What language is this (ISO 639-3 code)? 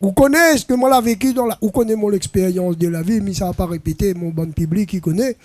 rcf